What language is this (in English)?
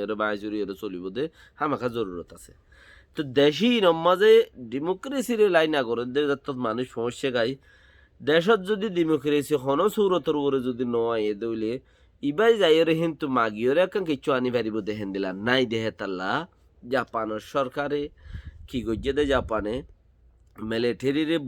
Rohingya